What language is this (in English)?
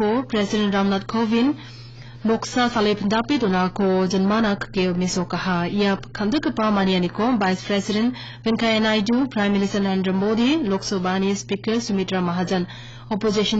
Garo